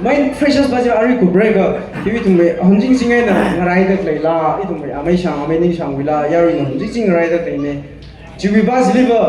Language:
Tangkhul Naga (India)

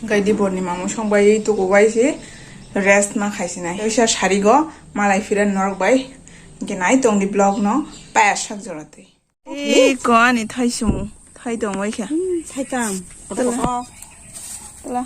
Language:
Kok Borok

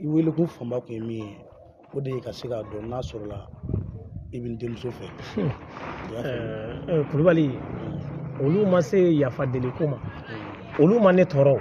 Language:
Bambara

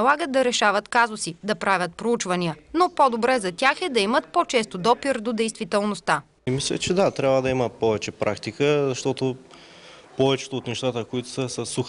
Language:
Bulgarian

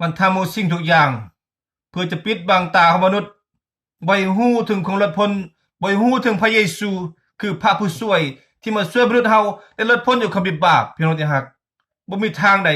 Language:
Lao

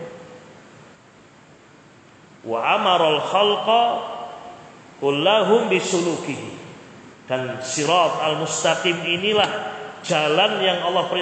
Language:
Indonesian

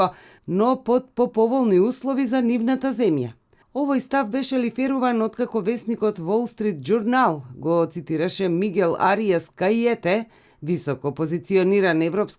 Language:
Macedonian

